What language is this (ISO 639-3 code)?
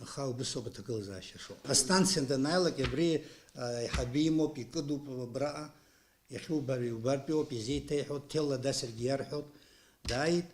abk